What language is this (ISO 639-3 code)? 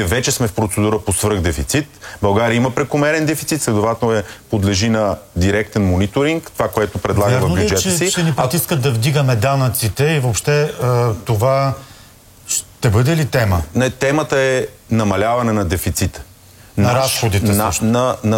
bul